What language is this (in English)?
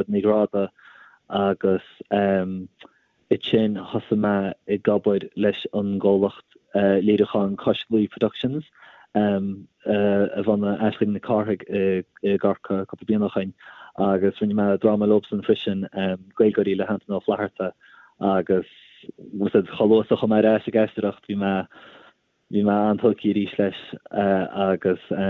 Irish